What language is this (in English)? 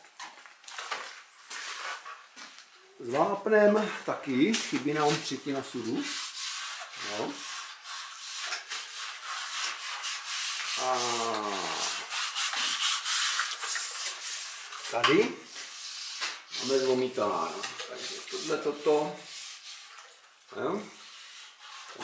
Czech